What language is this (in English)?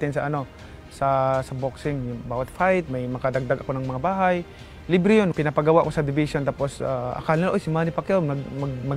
Filipino